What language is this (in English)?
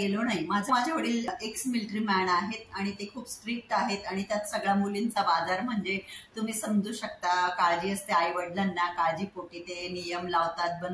Marathi